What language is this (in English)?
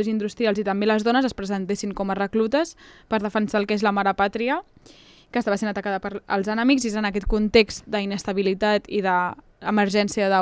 Catalan